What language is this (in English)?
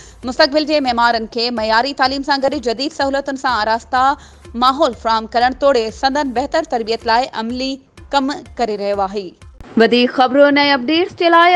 Sindhi